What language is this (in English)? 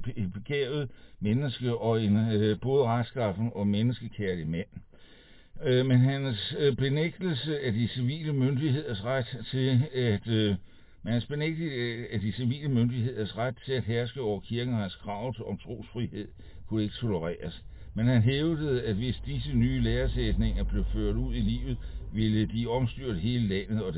Danish